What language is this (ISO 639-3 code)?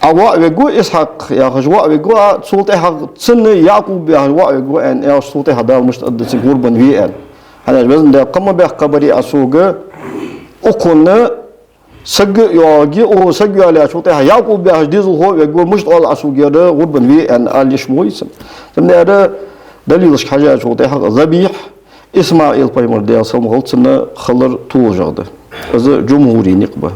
inh